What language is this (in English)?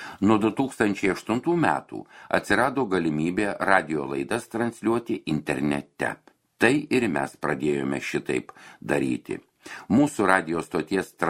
Lithuanian